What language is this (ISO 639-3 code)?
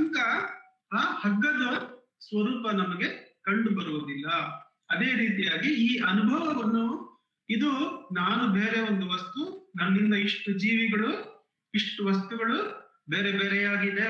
kan